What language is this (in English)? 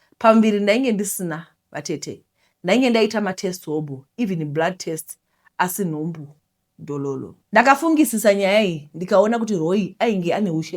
Shona